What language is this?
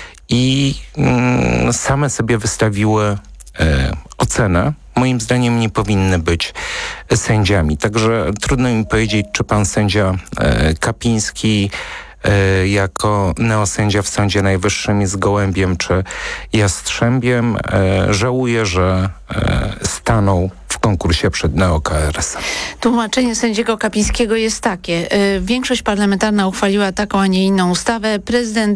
Polish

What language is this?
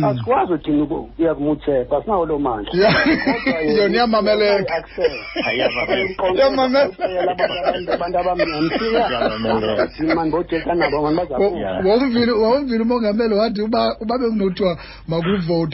Xhosa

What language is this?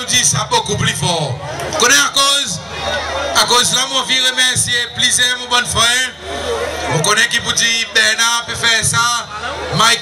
Seselwa Creole French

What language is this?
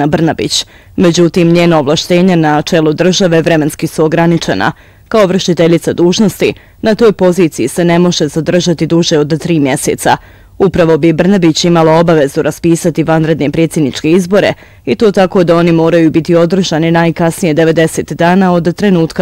Bosnian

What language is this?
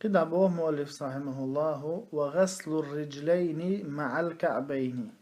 Chechen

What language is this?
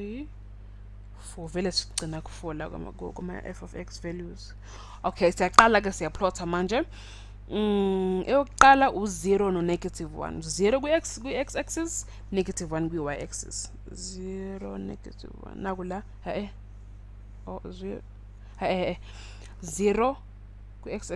Zulu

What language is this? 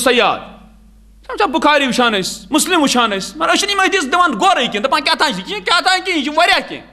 Kashmiri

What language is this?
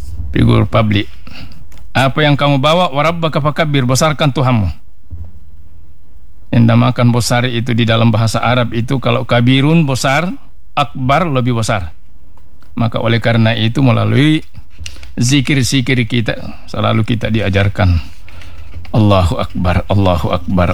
Indonesian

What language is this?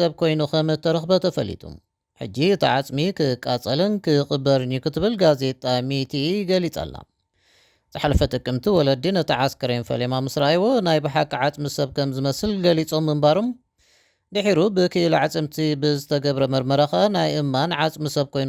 Tigrinya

